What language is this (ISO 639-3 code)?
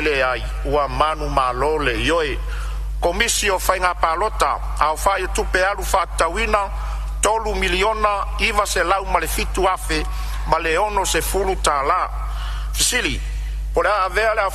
smo